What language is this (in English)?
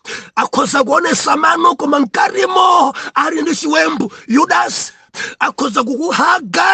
Nyanja